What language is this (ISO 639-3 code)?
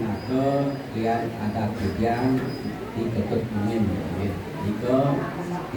ban